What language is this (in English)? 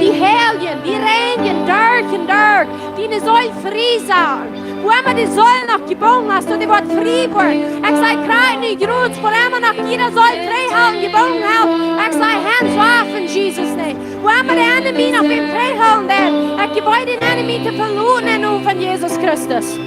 Plautdietsch